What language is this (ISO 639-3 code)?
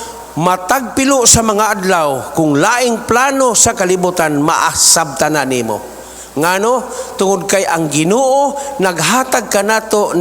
ceb